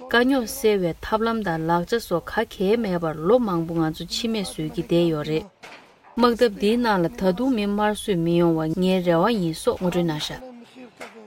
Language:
Tibetan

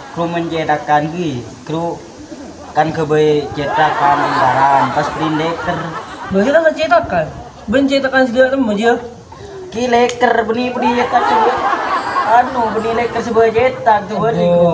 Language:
Madurese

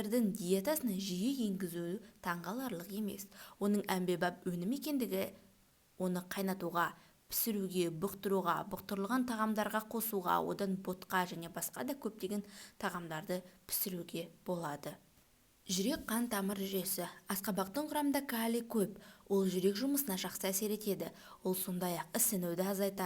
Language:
Kazakh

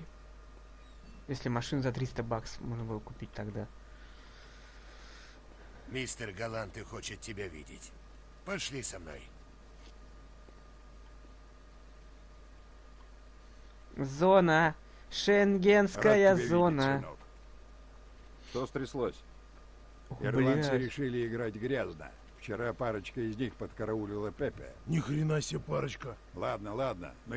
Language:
Russian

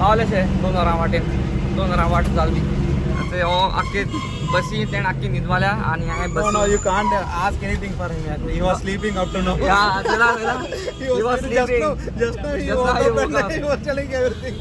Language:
Konkani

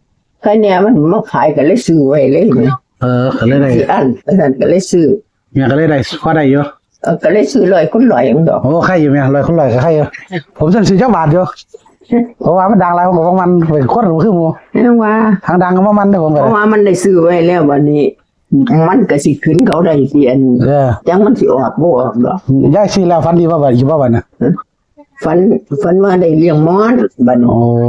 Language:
Northeastern Thai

